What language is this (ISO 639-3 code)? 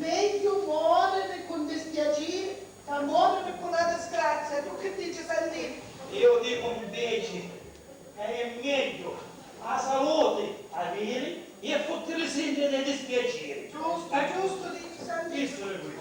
scn